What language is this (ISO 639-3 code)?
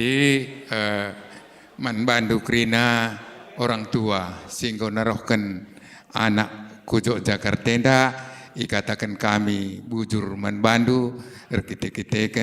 btx